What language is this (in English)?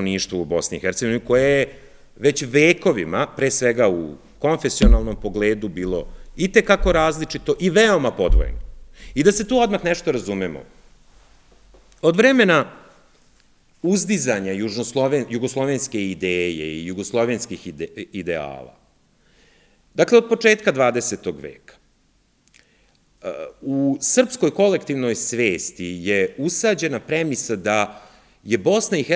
Serbian